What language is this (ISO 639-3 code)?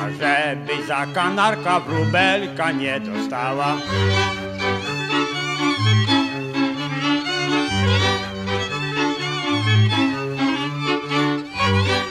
pol